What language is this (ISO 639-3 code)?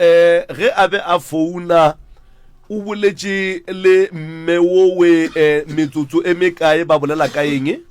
nso